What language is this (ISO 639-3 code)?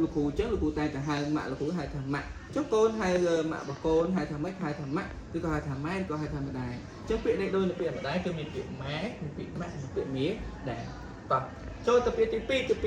khm